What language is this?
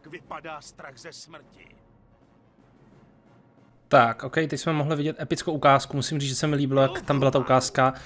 Czech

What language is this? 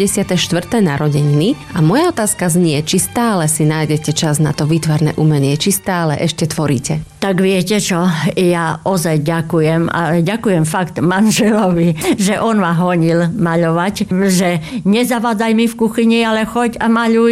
Slovak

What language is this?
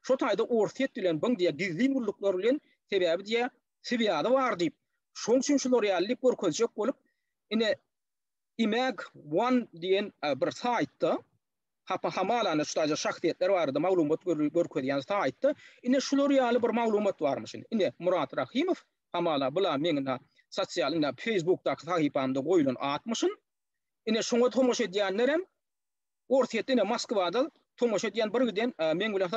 Turkmen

